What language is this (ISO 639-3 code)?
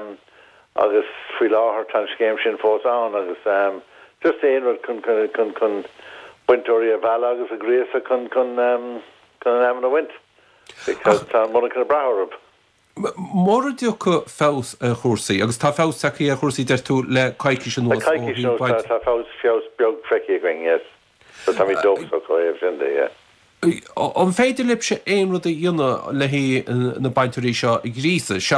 gle